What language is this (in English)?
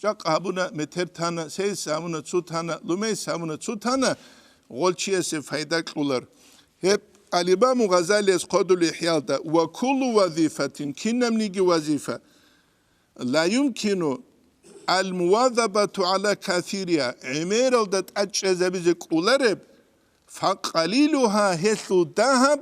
Avaric